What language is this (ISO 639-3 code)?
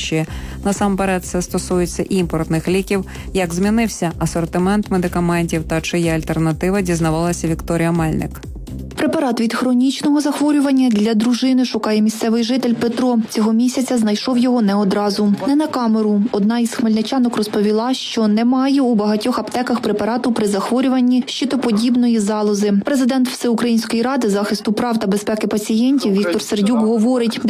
ukr